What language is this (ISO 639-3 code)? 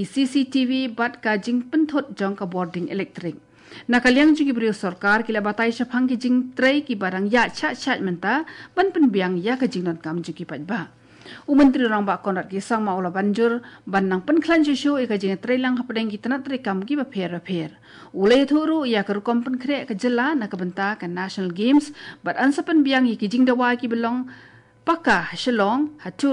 kha